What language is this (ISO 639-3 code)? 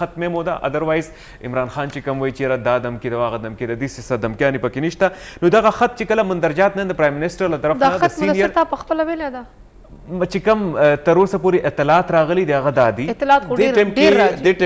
pus